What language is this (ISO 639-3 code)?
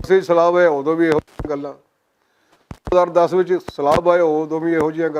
lah